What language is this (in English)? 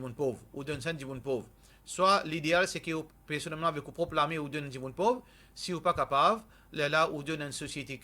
Morisyen